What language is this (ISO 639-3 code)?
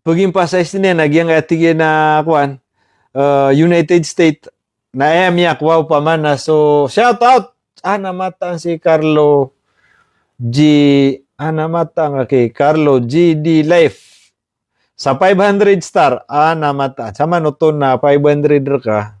mrw